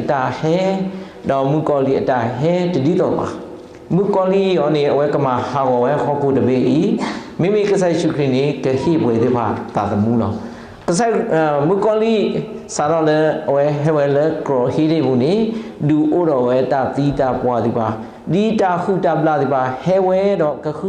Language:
S'gaw Karen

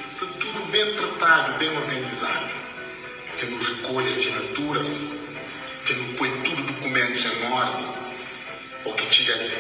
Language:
Kabuverdianu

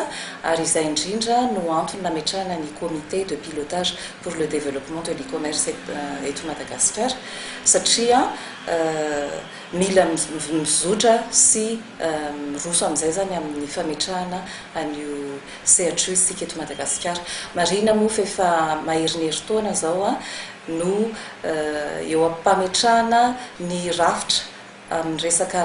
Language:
Malagasy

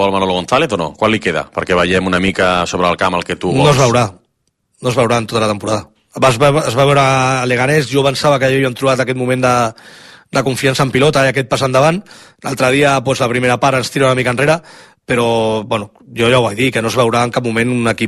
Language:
Catalan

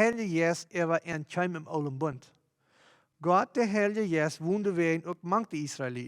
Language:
Plautdietsch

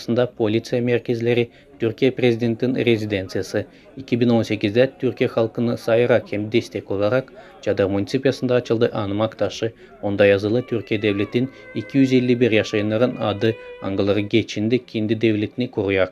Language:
Gagauz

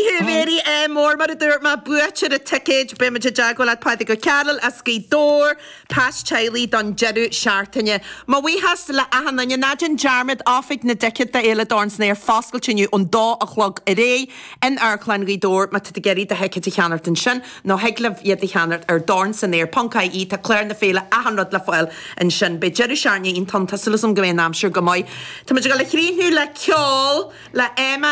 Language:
Irish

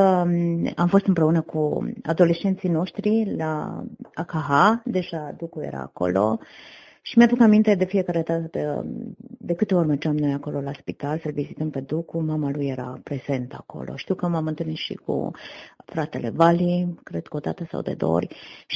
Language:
Romanian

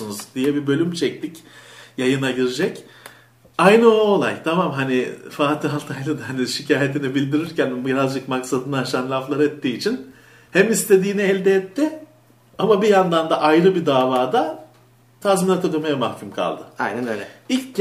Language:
Turkish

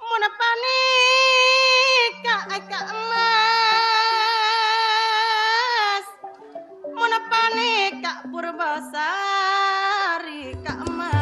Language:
Madurese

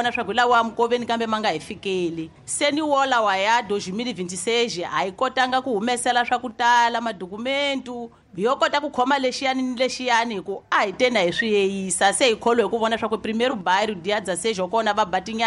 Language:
Tsonga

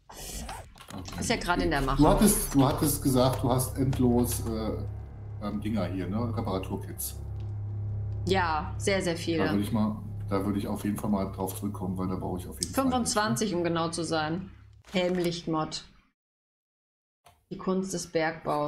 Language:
German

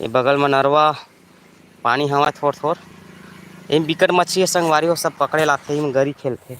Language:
Chhattisgarhi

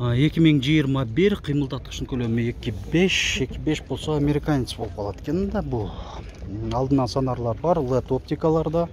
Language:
Kyrgyz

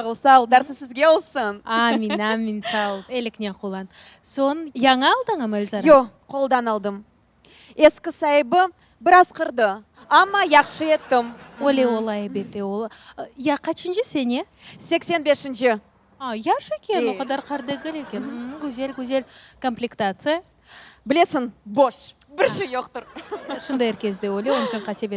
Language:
Crimean Tatar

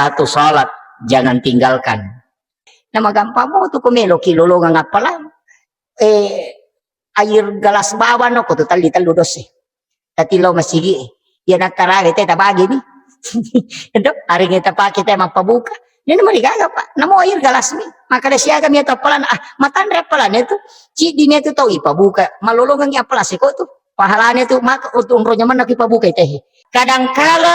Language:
Buginese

